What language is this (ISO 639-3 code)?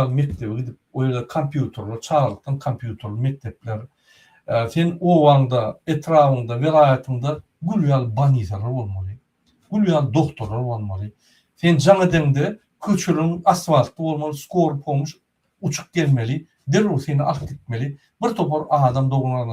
tuk